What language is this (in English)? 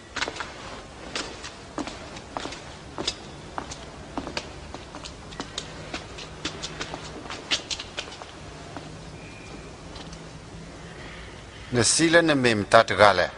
S'gaw Karen